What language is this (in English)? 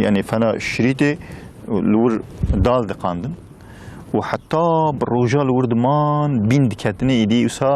Kurdish